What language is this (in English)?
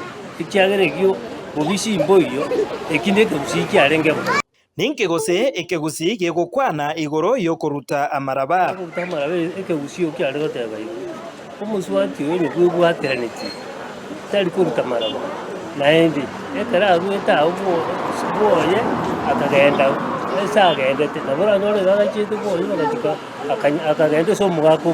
Gusii